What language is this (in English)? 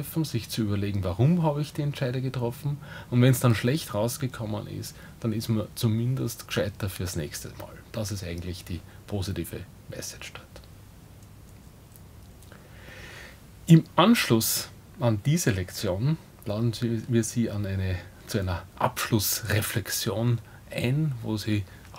German